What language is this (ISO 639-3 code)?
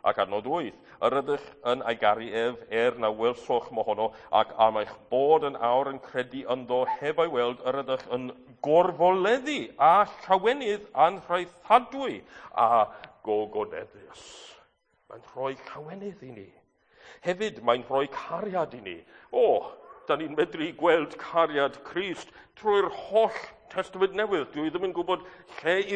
cym